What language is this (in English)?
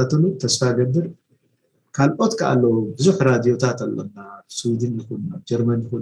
Tigrinya